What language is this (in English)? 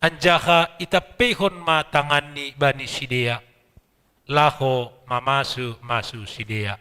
Batak Simalungun